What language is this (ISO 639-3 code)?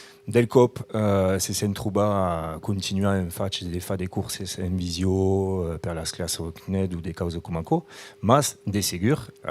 oci